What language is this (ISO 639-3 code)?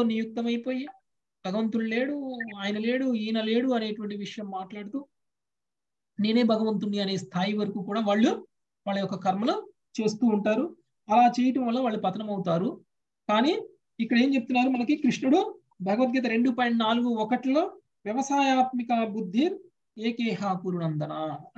tel